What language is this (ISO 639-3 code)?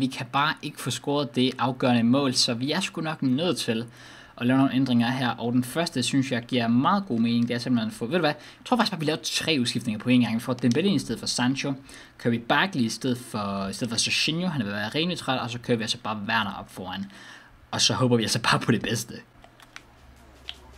dan